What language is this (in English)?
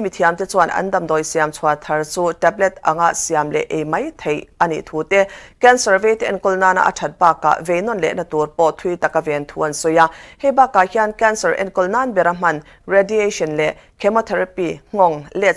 Mizo